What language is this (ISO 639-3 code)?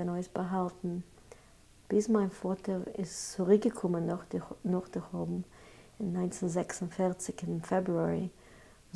yid